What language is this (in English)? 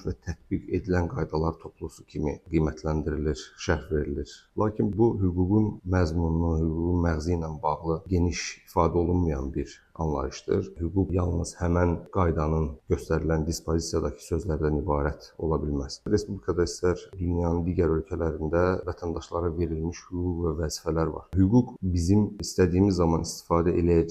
Azerbaijani